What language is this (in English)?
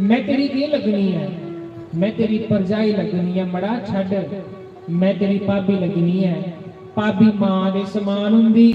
Dogri